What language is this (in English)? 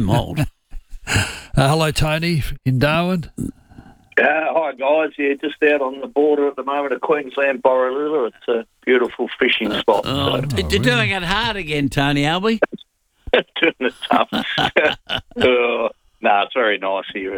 English